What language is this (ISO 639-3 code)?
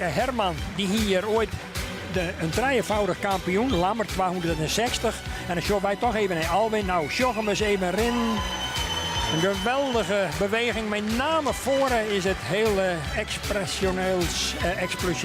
fry